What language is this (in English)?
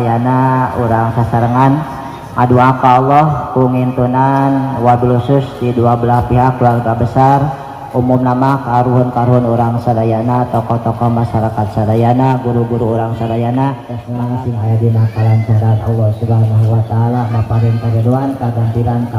Sundanese